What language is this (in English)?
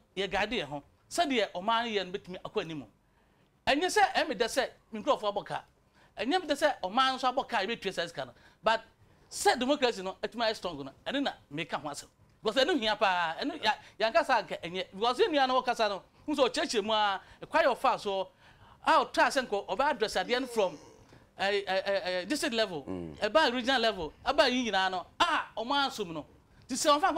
Akan